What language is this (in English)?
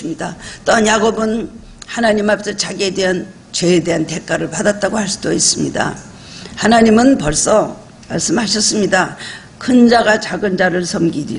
Korean